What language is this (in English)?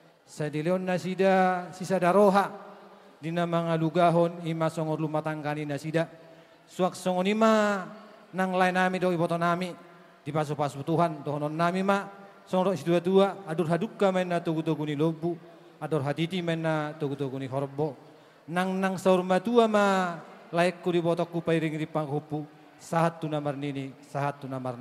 Batak Toba